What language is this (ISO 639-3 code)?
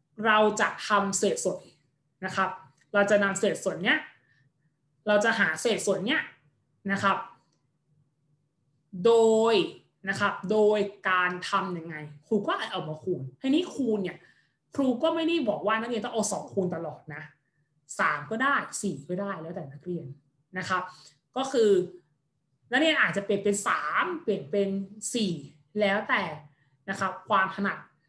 tha